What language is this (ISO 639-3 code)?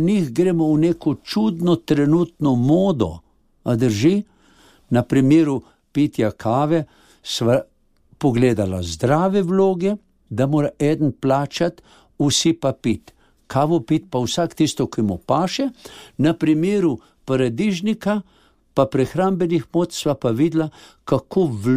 slv